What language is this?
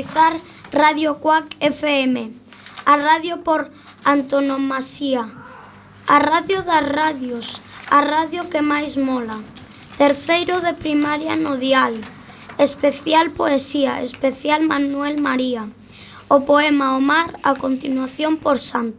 Galician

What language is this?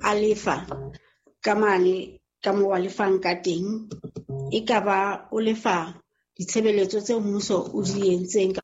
Southern Sotho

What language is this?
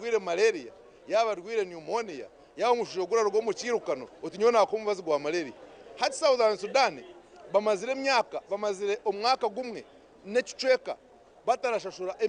Nyankole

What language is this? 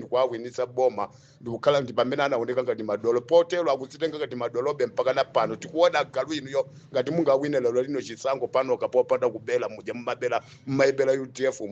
Nyanja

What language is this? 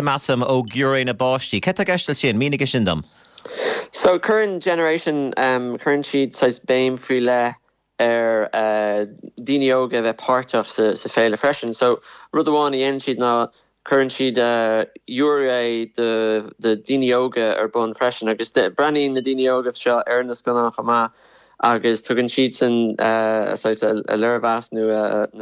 Irish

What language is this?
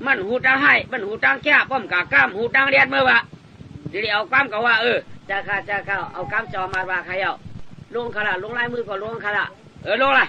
Shan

